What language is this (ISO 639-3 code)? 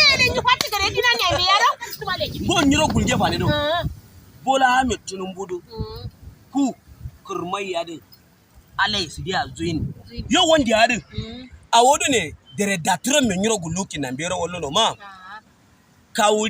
hau